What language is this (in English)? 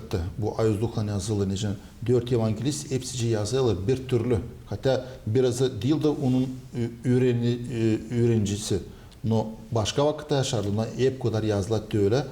Gagauz